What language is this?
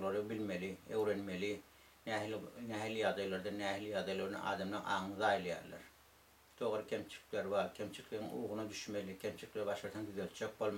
Turkmen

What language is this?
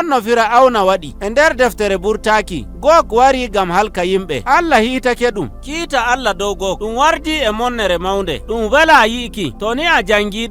Nigerian Fulfulde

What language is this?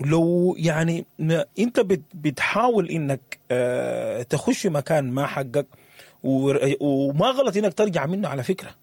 Sudanese Arabic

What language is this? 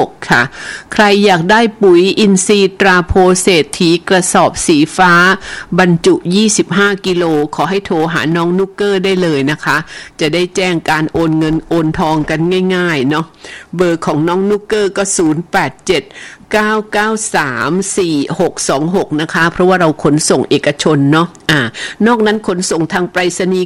Thai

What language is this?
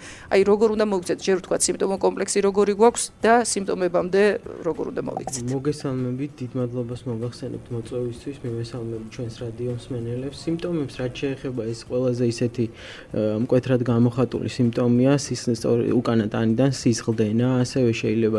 Georgian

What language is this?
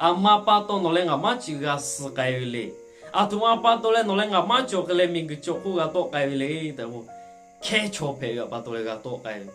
Lahu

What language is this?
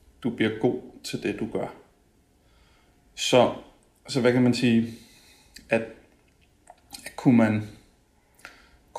Danish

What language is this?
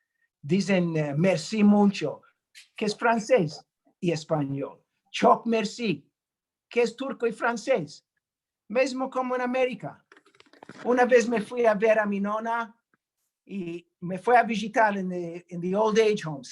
Ladino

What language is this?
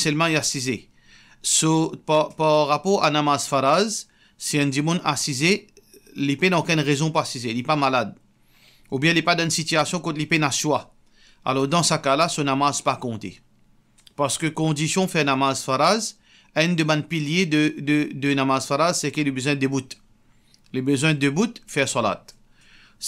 Morisyen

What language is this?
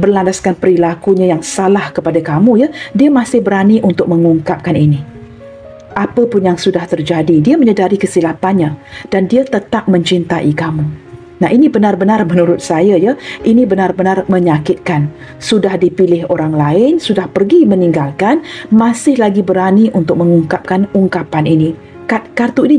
Malay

